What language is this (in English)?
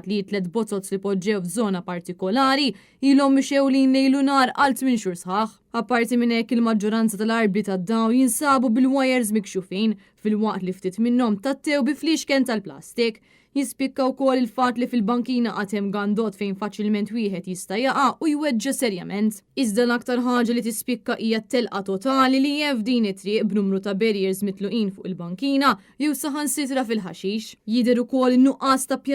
Maltese